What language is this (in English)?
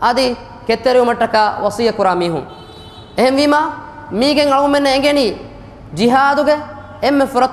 Divehi